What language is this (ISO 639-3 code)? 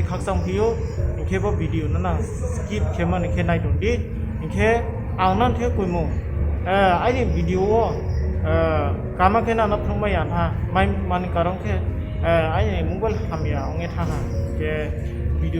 ria